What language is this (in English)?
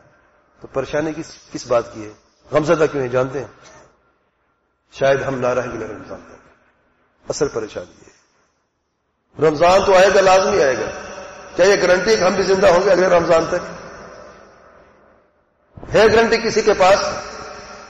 Urdu